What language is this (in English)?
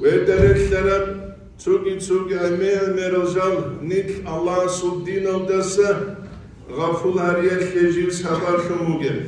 Avaric